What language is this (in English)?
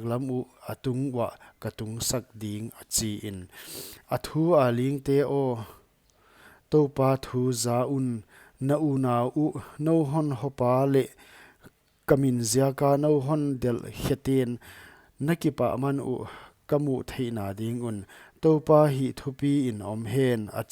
Paite Chin